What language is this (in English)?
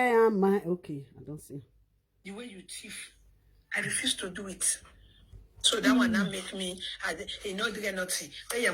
Nigerian Pidgin